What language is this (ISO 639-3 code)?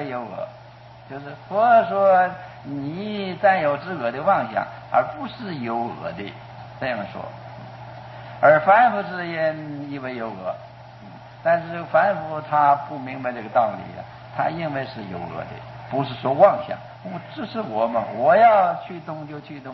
zho